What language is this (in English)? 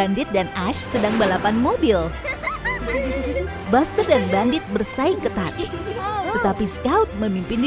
Indonesian